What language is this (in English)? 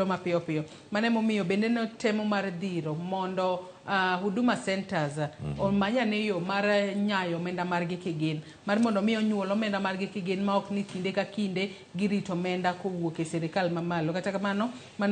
Luo (Kenya and Tanzania)